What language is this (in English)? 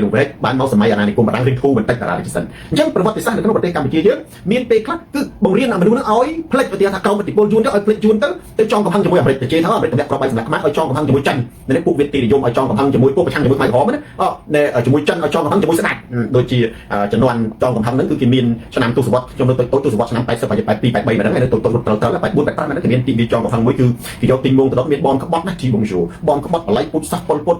Khmer